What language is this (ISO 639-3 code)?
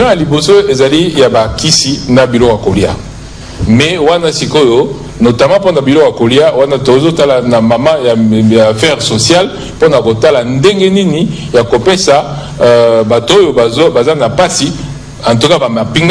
lin